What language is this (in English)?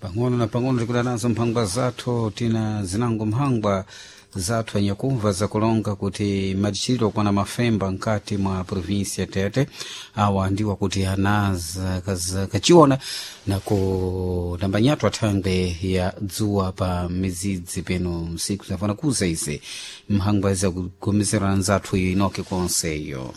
Sena